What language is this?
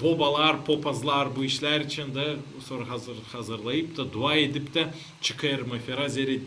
Gagauz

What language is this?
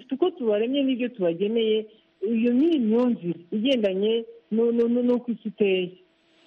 Kinyarwanda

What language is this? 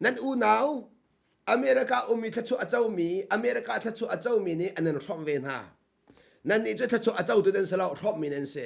Hakha Chin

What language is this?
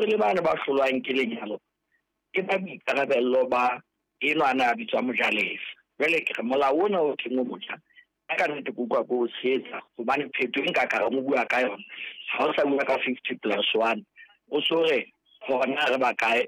Southern Sotho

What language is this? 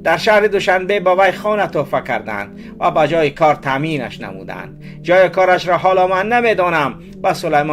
Tajik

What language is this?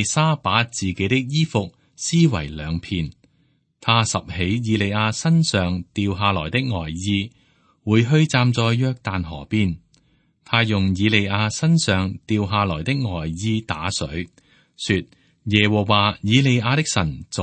Cantonese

